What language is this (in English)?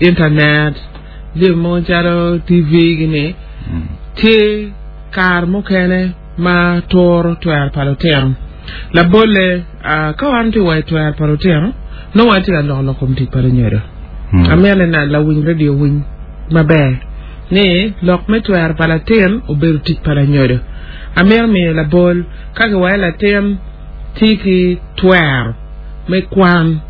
Acoli